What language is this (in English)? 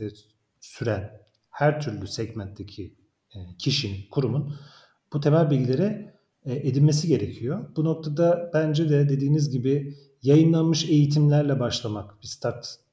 Turkish